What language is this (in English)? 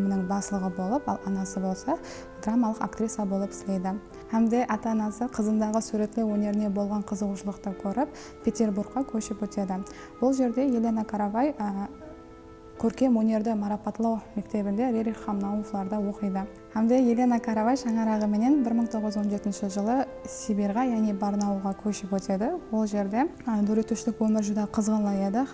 Kara-Kalpak